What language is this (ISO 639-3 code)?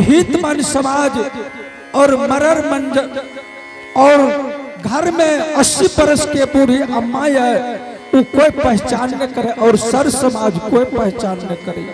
anp